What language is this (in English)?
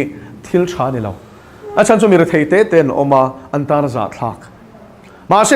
Mizo